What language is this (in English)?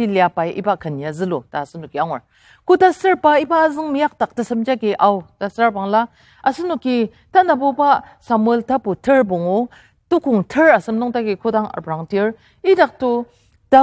Ao Naga